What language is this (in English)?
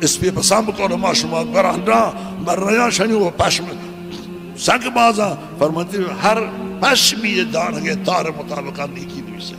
Baluchi